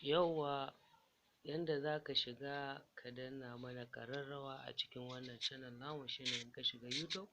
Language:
Hausa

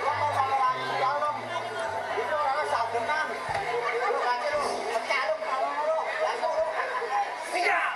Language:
Betawi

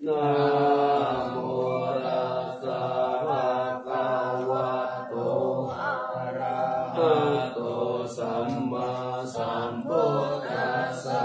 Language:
Pali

